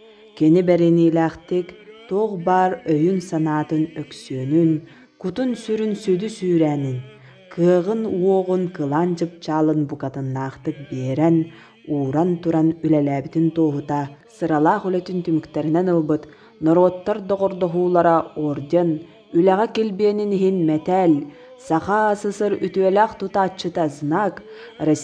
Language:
Yakut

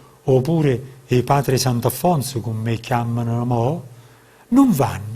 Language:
Neapolitan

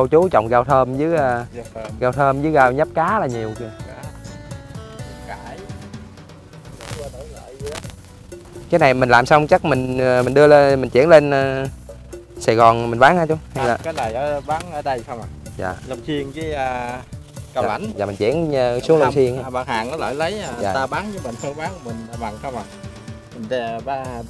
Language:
Vietnamese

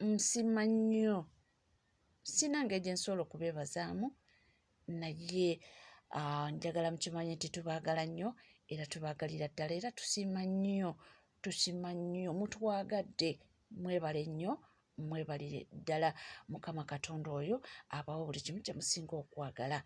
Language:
Ganda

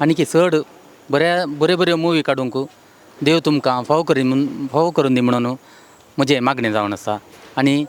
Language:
Konkani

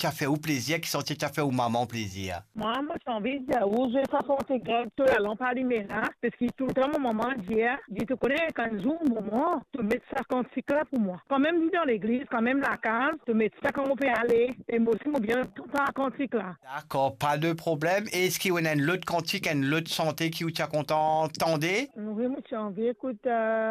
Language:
Morisyen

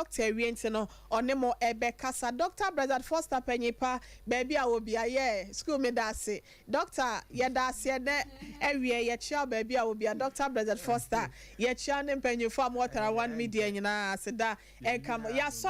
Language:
Akan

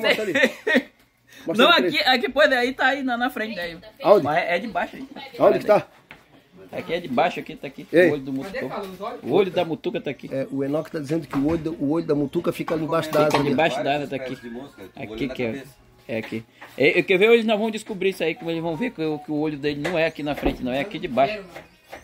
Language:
Portuguese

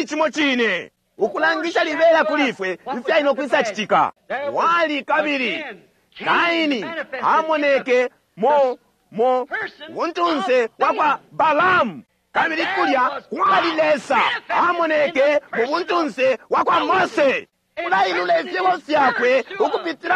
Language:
Bemba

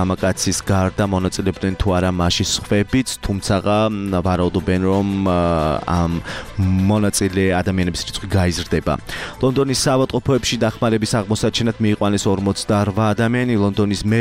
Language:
Georgian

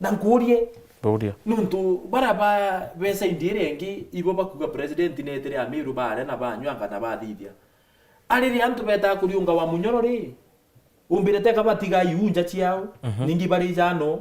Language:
Meru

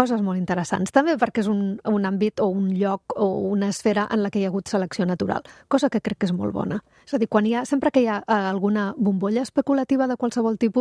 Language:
Catalan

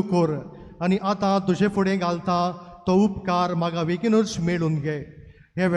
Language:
Konkani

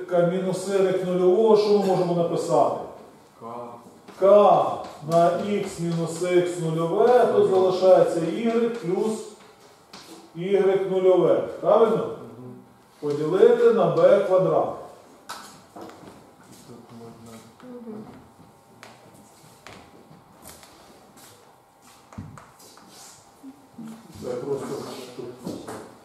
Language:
Ukrainian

